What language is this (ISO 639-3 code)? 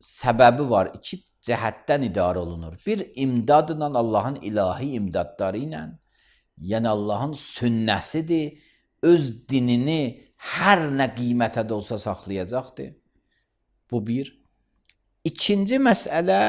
aze